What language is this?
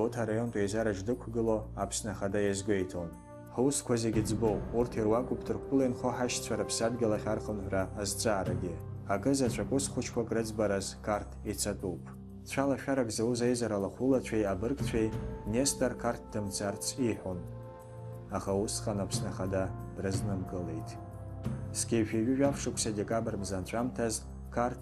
Abkhazian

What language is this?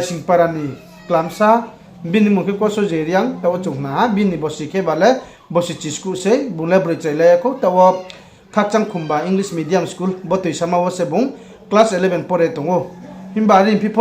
Riang (India)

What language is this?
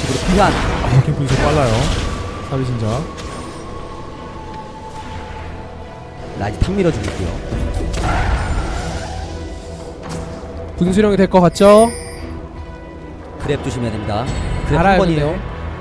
Korean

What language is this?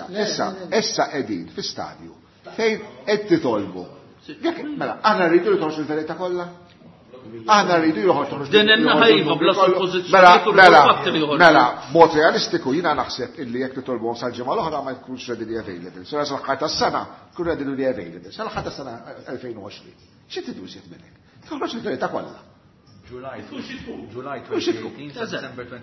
Maltese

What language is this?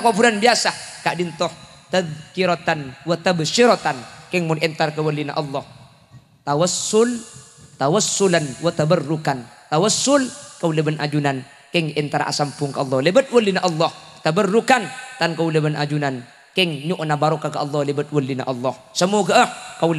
Madurese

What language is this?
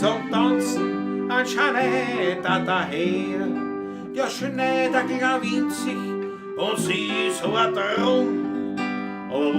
Bavarian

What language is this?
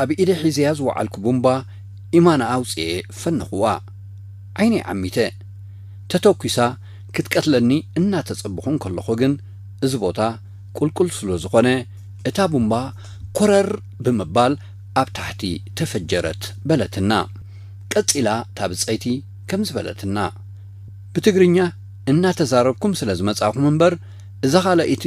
Tigrinya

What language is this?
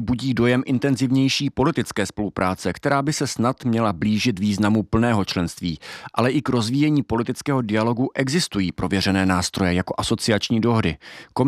Czech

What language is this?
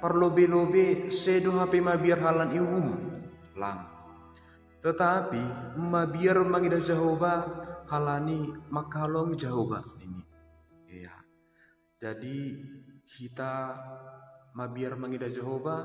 Batak Simalungun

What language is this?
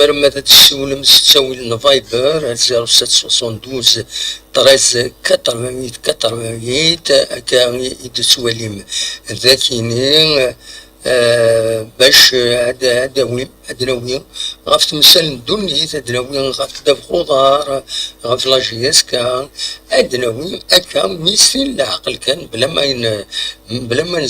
Kabyle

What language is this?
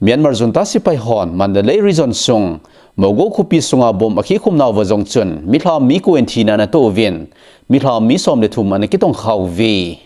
Thado Chin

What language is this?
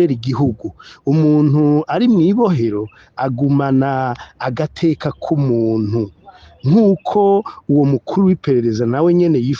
Rundi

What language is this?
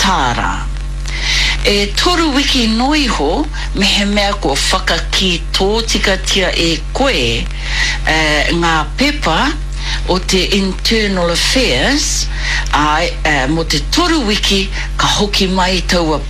Māori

